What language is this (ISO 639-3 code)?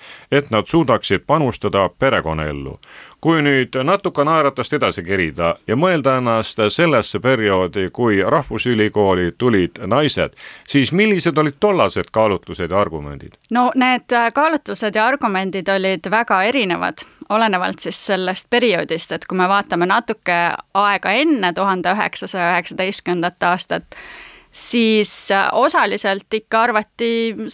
est